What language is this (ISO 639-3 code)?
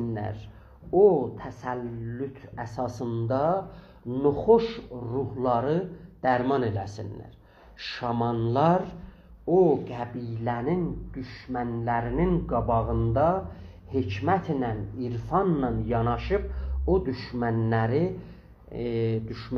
azb